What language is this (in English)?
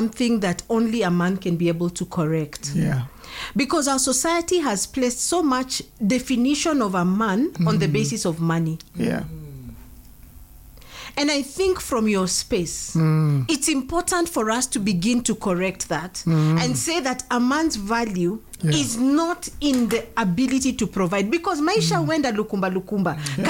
Swahili